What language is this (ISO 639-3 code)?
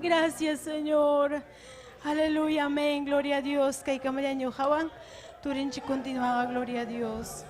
quy